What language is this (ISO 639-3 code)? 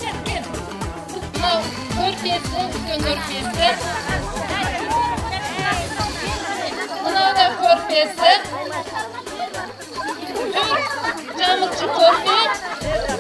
kaz